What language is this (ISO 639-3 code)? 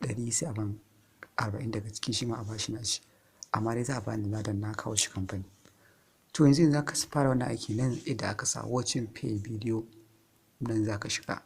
hau